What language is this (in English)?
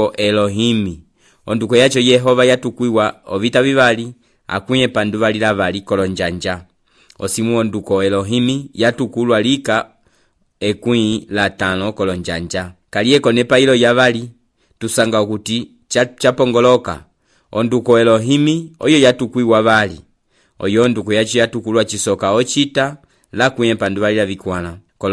Umbundu